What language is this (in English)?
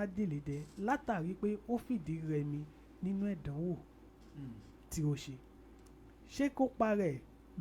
Yoruba